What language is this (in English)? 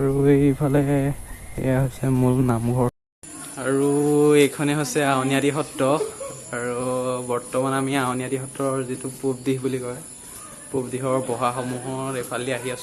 Assamese